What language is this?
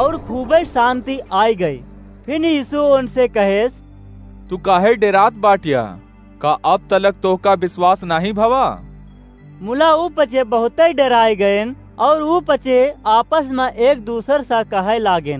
Awadhi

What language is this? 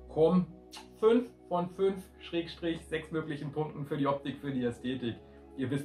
German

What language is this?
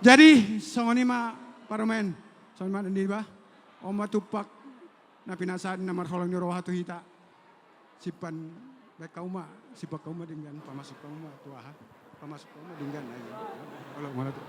Batak Toba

